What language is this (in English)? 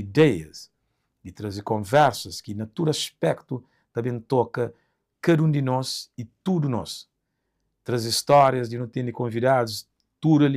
Kabuverdianu